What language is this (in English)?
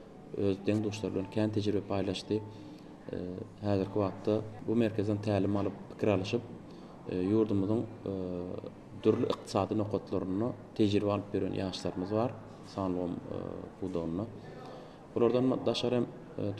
Turkmen